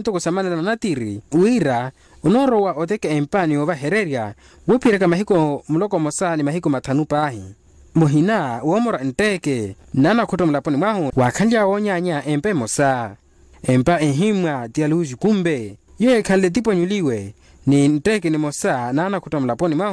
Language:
Makhuwa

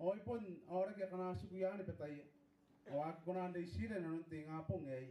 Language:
Gilbertese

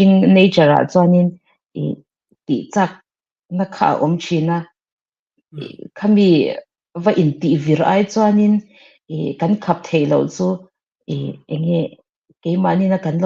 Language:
Mizo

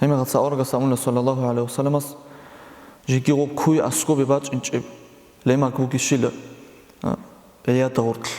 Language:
Avaric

